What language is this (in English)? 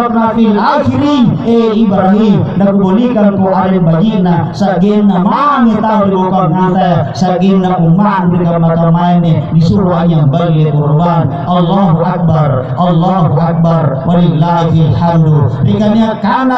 Makasar